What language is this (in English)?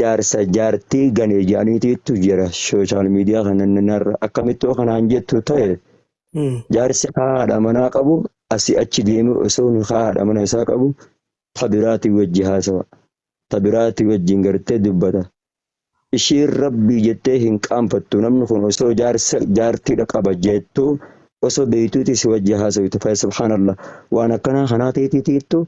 Oromo